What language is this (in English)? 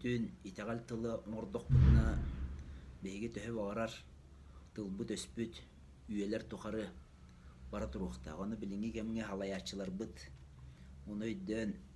Yakut